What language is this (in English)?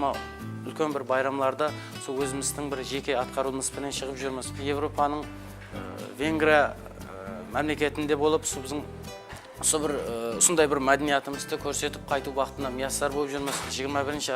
Kara-Kalpak